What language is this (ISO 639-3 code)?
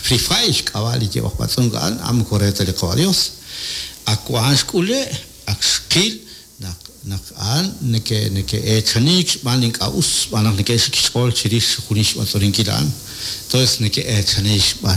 kek